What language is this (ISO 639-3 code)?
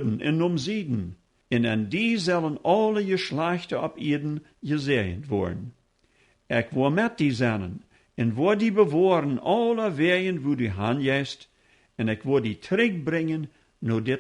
pdt